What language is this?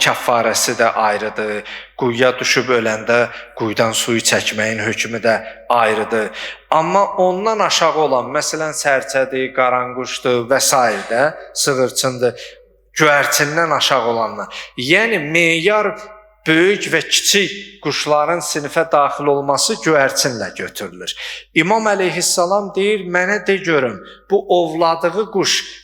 Azerbaijani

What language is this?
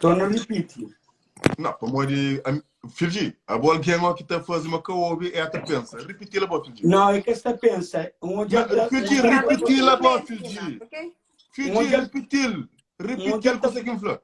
Kabuverdianu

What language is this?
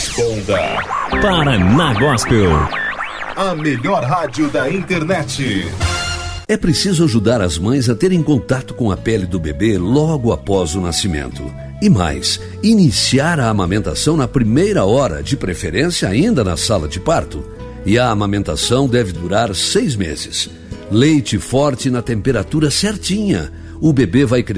Portuguese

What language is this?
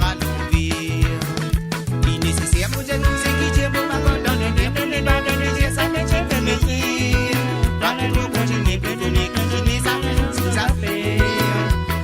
Morisyen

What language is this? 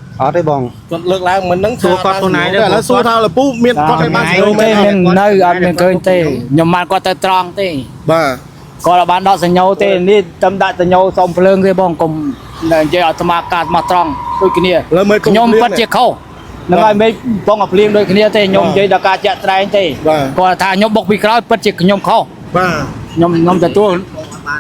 Khmer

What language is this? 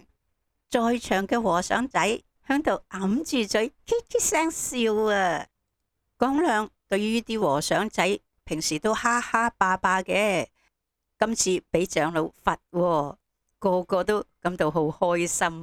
Cantonese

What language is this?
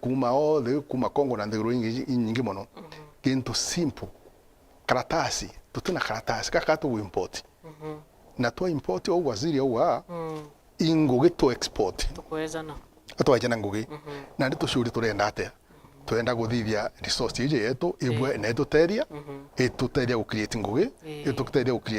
Meru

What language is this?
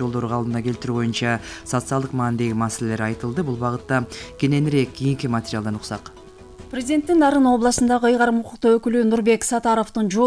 Kyrgyz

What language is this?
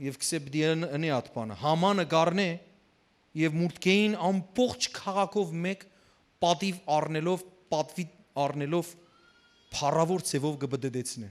Western Armenian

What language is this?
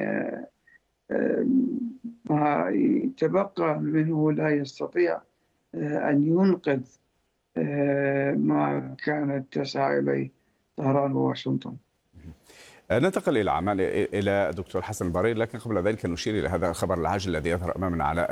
Arabic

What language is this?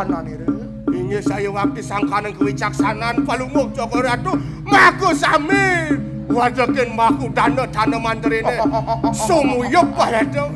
Balinese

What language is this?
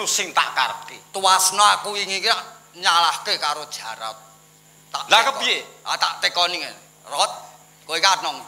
Javanese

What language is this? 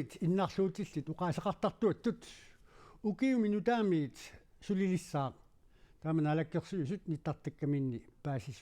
Kalaallisut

